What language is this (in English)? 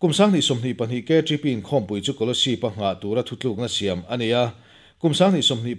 Mizo